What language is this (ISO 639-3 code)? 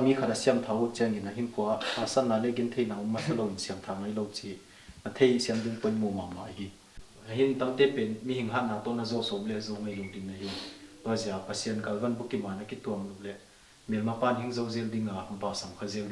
ctd